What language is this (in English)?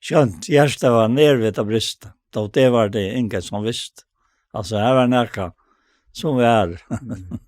Faroese